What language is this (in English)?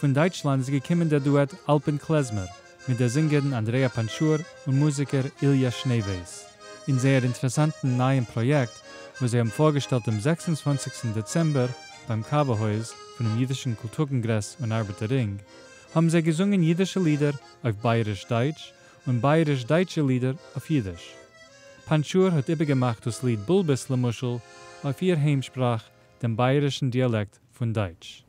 Yiddish